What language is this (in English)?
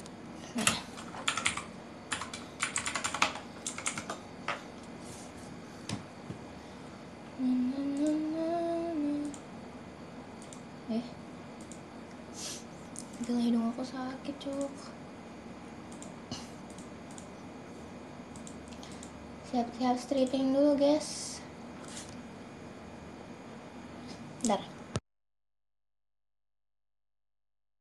Indonesian